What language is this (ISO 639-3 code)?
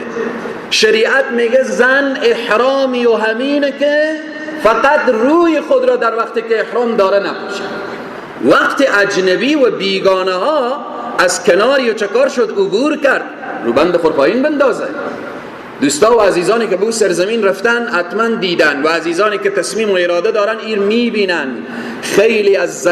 fas